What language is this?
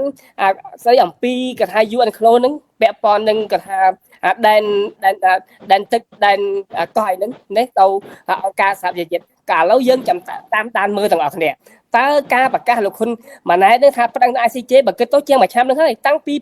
Khmer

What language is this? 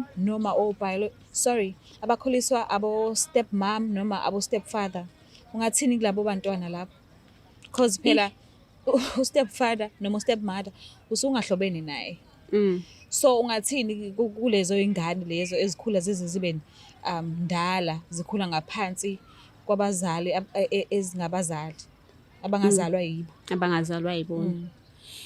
Zulu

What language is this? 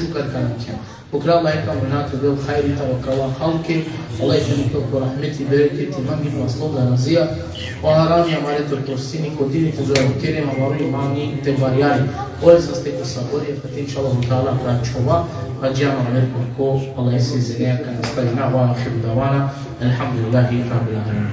Balkan Romani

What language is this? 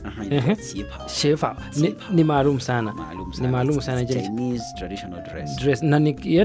Swahili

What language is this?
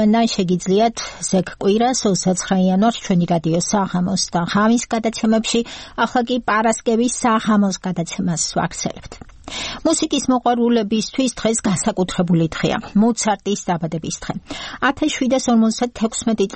Georgian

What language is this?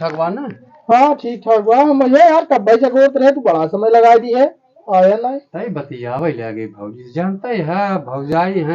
Awadhi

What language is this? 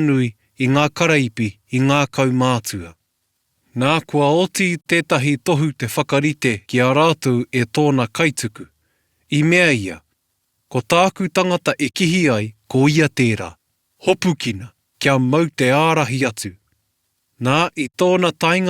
Māori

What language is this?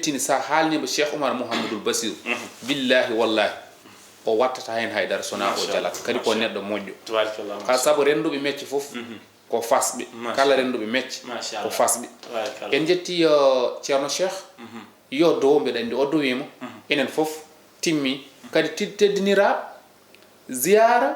Fula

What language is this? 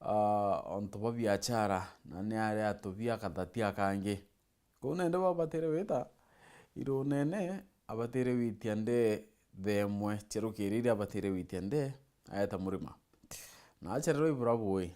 Meru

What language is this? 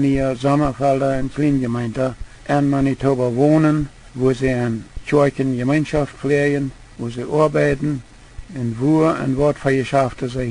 Plautdietsch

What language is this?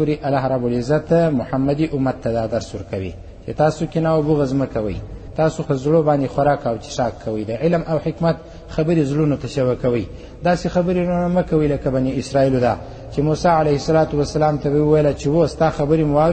Pashto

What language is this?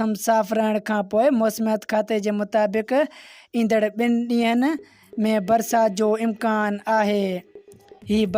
Sindhi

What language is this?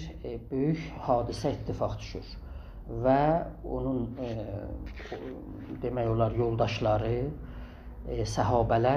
South Azerbaijani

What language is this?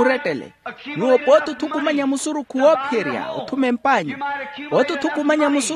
Makhuwa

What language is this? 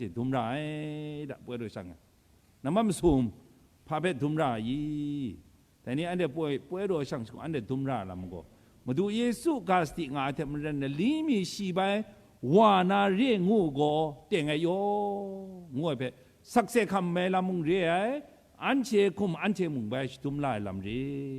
Kachin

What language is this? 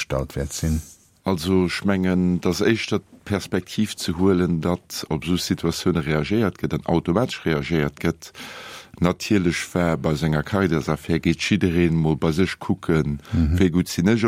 Luxembourgish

